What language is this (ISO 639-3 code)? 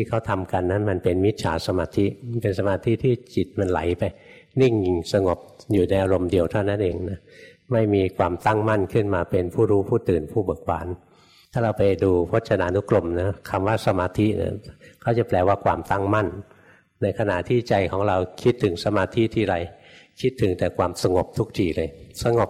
tha